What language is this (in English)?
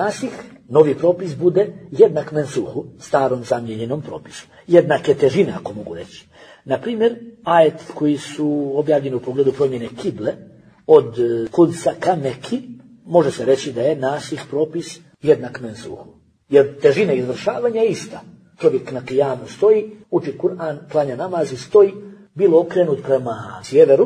Bosnian